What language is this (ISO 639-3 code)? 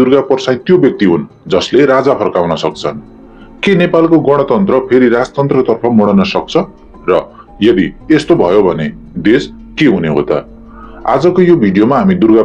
nep